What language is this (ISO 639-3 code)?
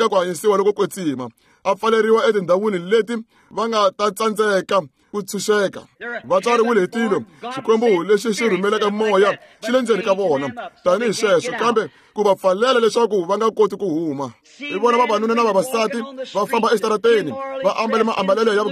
tso